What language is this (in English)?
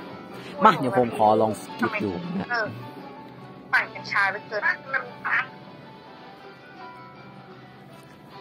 Thai